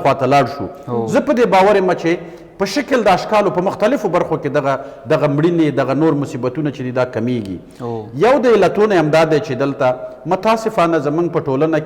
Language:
Pashto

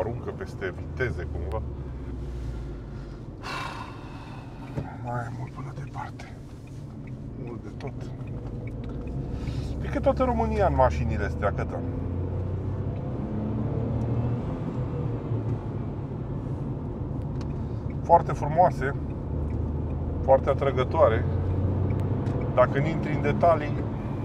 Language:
Romanian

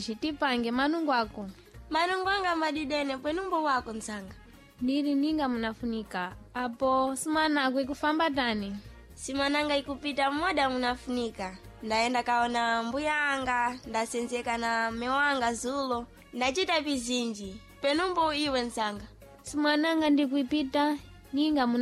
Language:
Sena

